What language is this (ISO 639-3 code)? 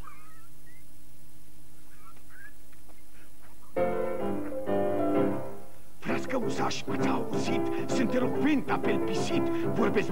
ron